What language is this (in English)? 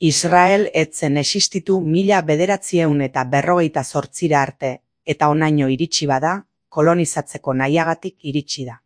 Basque